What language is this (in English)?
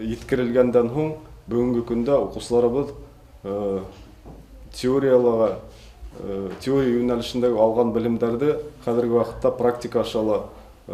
Bashkir